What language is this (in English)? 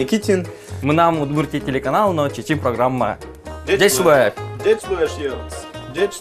Udmurt